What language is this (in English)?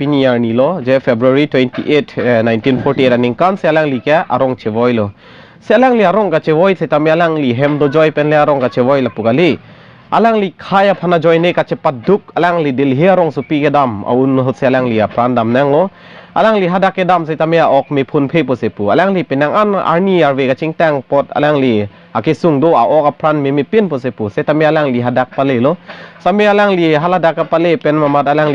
Karbi